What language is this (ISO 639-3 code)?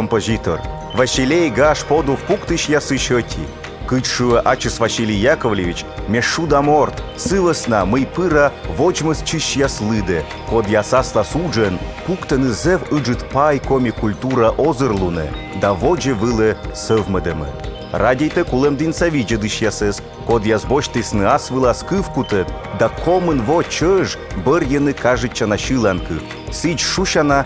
kom